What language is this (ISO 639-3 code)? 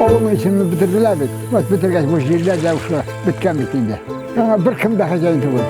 tat